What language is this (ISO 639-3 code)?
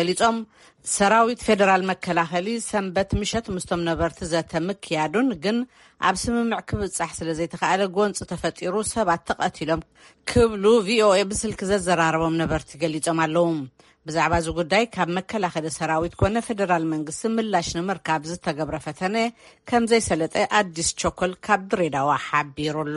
tir